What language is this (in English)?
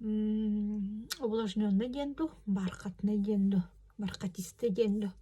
Yakut